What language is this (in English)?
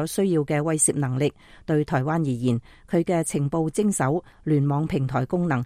Cantonese